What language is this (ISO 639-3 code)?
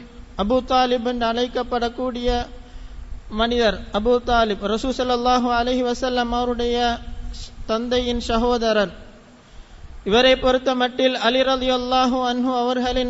tam